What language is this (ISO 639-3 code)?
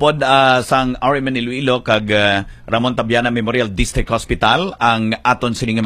hil